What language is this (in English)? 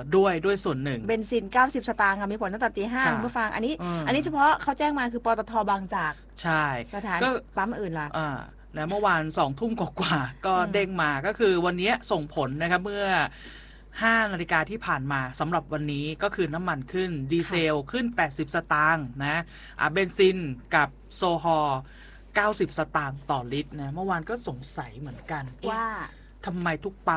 Thai